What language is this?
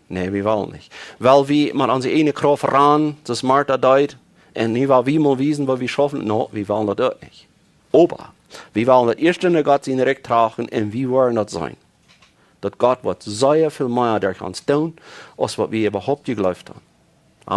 Plautdietsch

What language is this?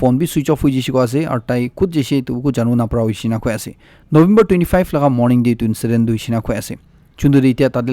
Naga Pidgin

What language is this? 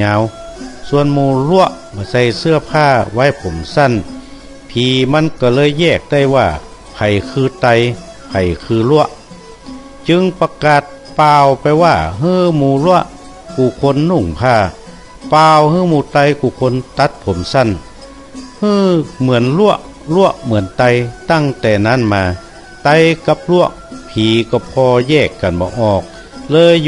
Northern Thai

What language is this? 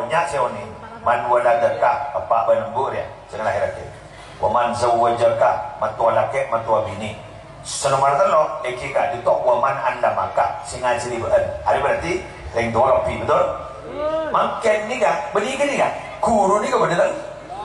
Madurese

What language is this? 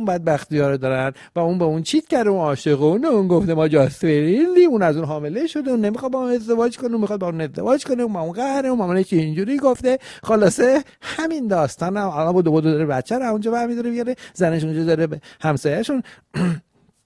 Persian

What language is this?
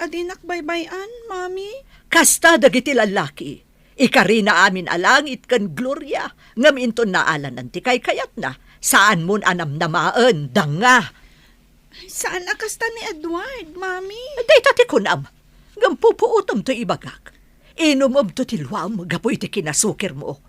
Iloko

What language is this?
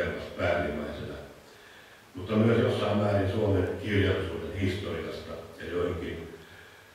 Finnish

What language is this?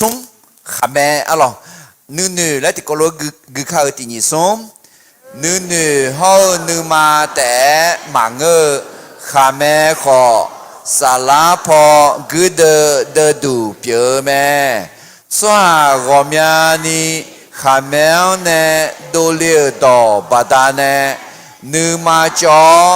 Akha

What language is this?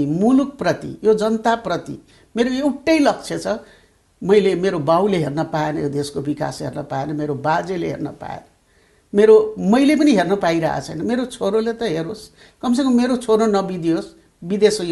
Nepali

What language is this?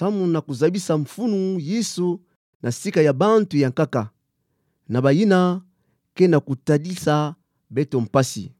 Kituba (Democratic Republic of Congo)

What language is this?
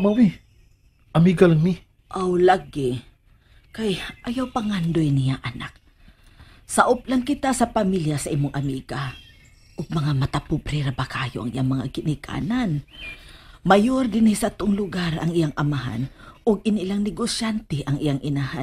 Cebuano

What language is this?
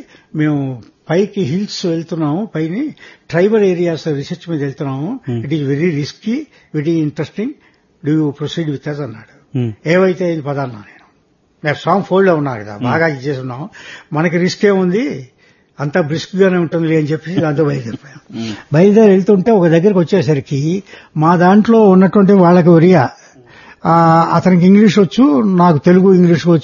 Telugu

